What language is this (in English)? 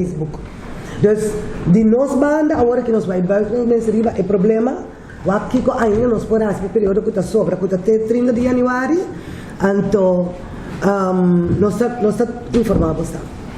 Papiamento